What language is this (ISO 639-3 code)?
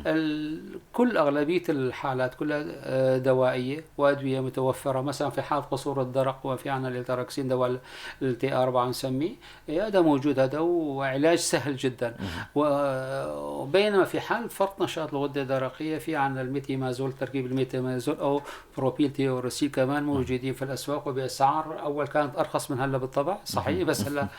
apc